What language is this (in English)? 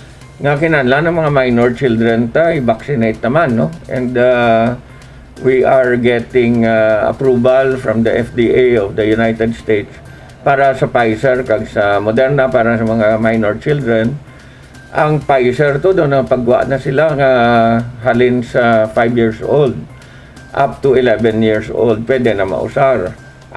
Hiligaynon